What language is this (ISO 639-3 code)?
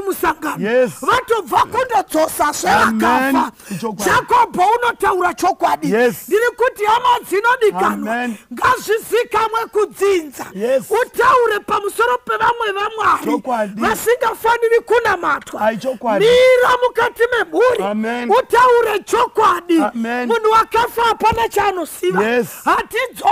sna